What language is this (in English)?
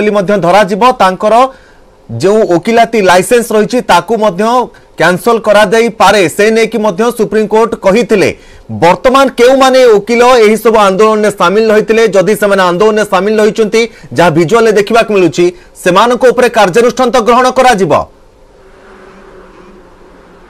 Odia